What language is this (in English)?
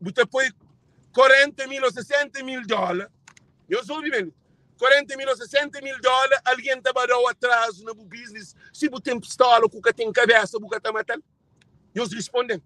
Kabuverdianu